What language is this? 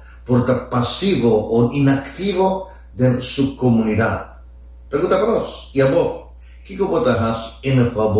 Papiamento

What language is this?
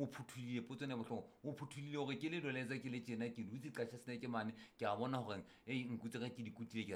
Southern Sotho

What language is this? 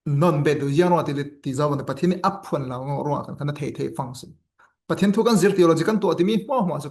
Falam Chin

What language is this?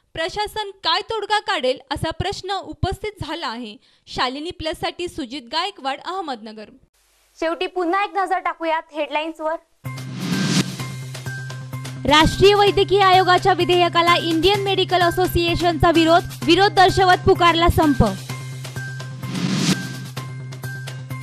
Marathi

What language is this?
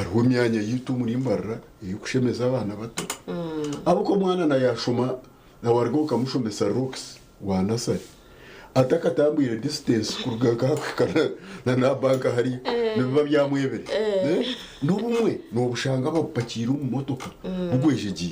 Nyankole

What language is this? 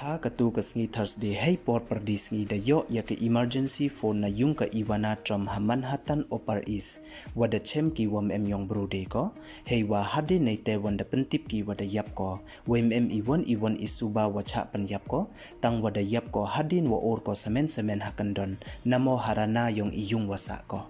Pnar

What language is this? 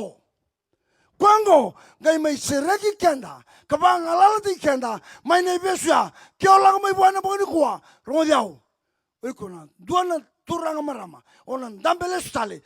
Fijian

